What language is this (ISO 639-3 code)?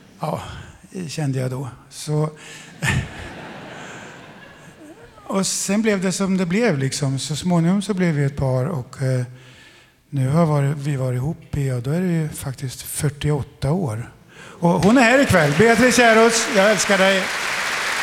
swe